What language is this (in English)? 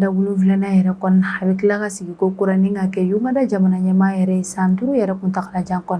Bambara